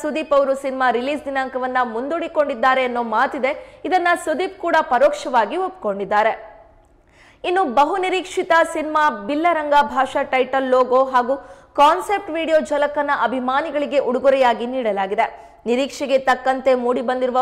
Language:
Kannada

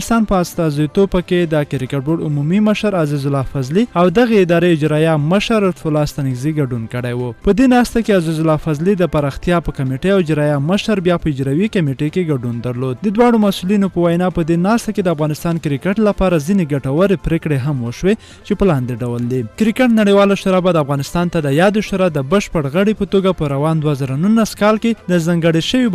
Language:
Pashto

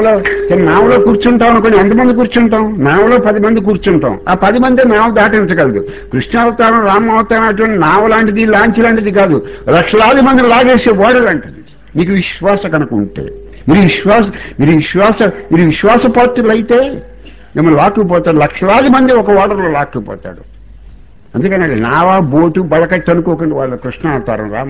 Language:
Telugu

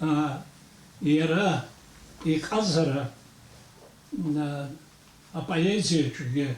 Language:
Abkhazian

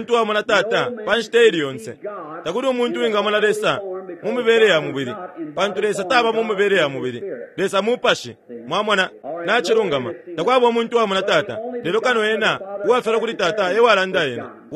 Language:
Bemba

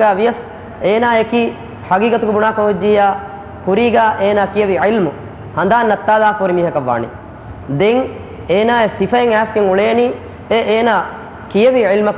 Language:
Divehi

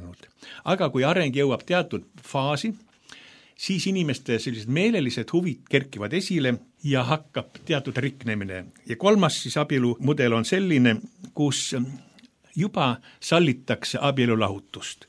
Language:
Estonian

